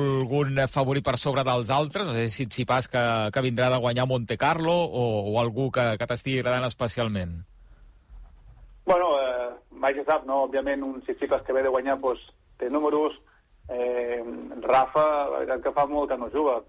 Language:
Catalan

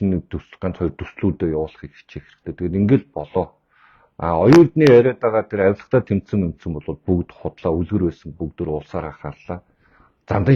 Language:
Mongolian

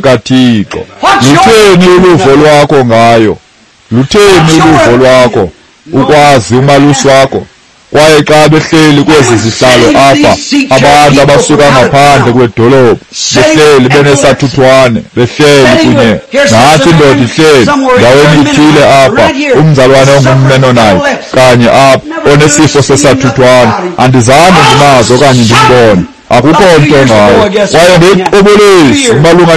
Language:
Xhosa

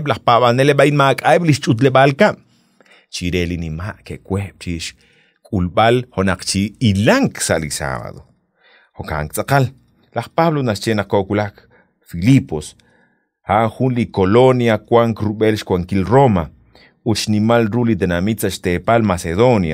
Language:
Kekchí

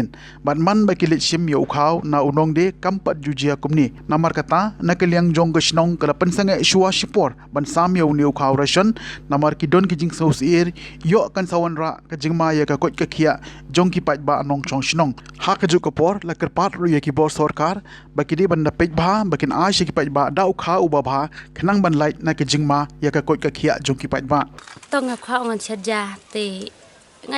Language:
Khasi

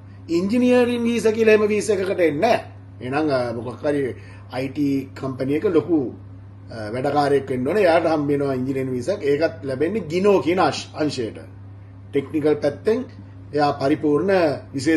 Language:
Sinhala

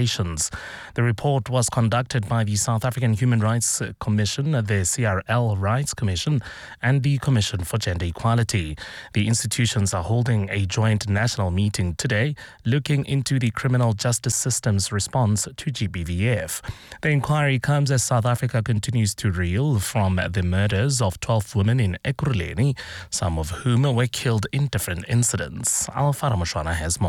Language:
English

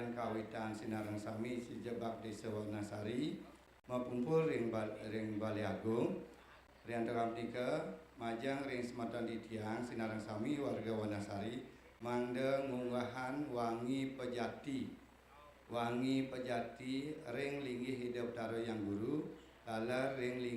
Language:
Balinese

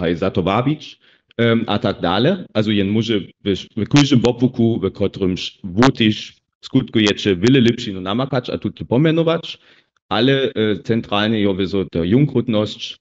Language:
Upper Sorbian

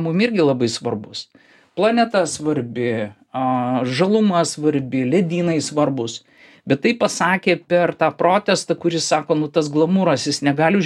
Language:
Lithuanian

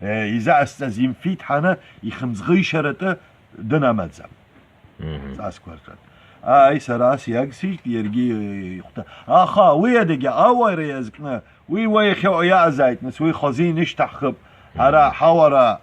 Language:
Abkhazian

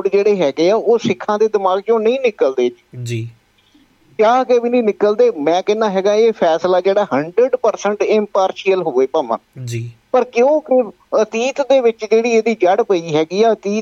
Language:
Punjabi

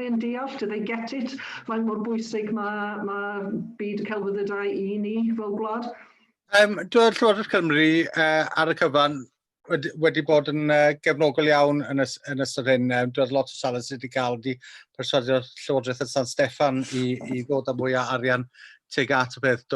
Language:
Welsh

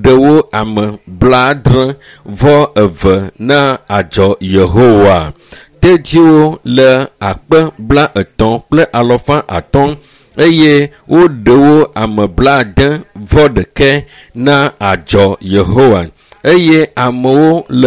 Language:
Ewe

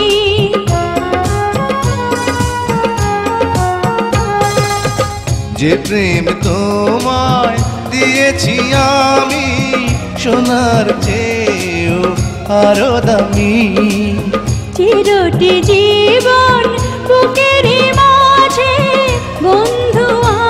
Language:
Bangla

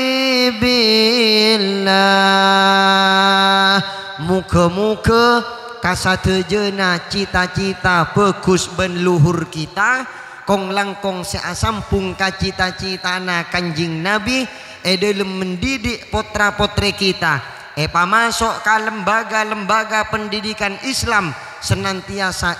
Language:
Madurese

